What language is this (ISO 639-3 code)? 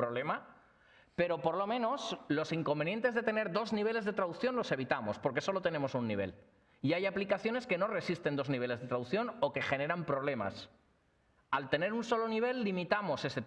spa